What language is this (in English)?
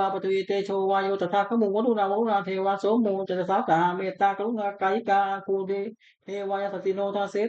Pali